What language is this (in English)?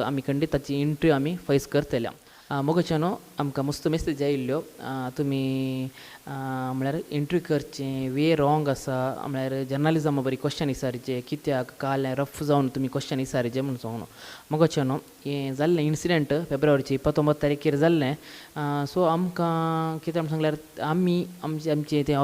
Konkani